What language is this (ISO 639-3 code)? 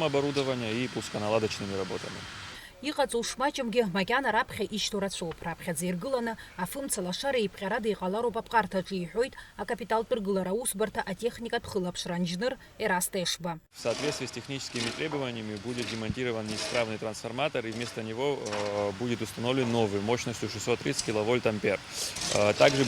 abk